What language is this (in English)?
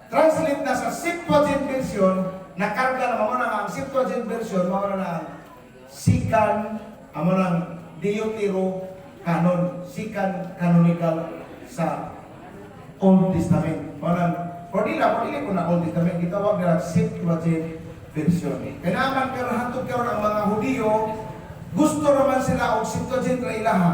Cebuano